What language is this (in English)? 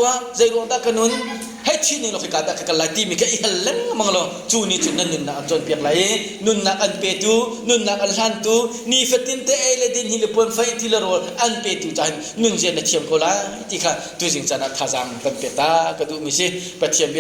Hakha Chin